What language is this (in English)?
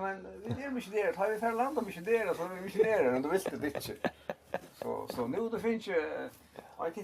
Faroese